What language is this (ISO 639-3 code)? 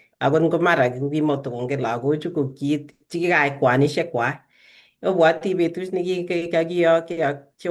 kln